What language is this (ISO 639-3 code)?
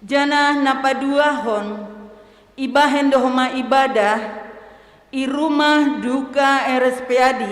bts